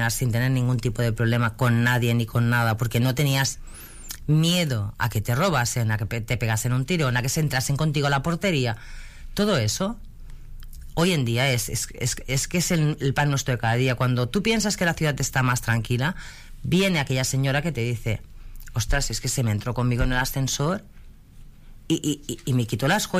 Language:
Spanish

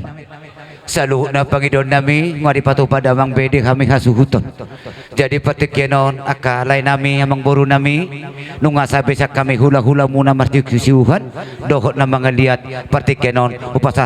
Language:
Batak Toba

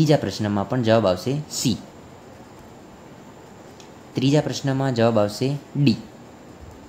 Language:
Gujarati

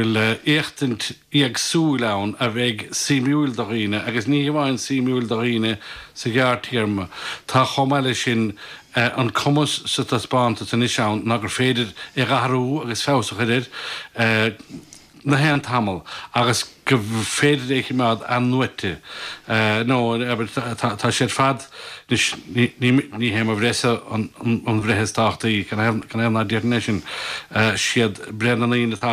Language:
Irish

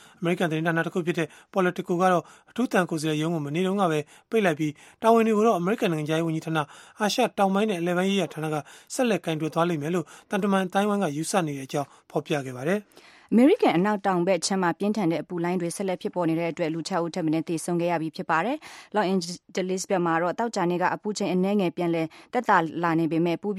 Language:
Burmese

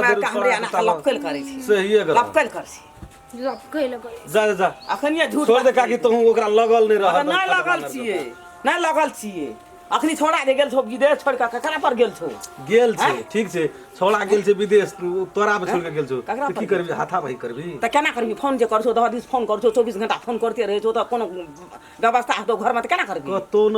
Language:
Maithili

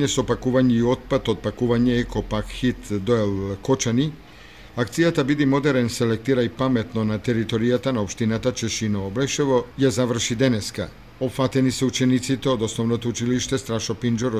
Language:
Macedonian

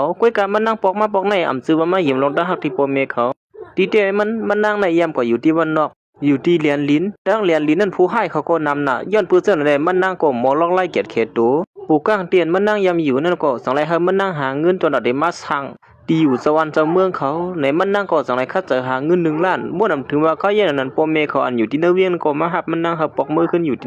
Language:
Shan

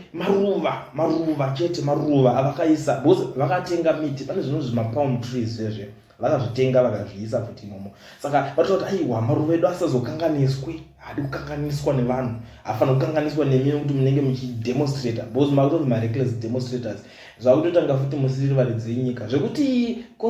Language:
Shona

